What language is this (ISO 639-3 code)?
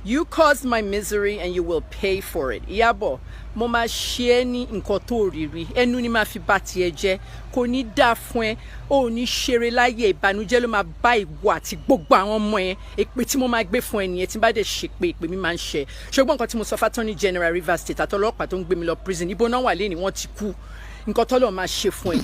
yor